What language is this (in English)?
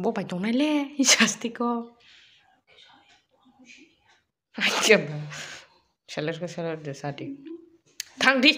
Kok Borok